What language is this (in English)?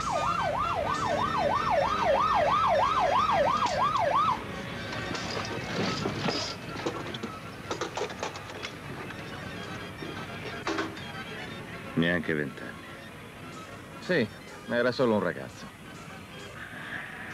Italian